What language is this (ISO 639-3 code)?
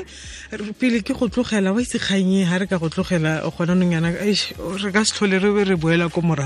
tsn